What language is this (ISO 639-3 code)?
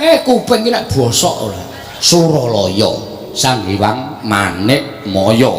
jav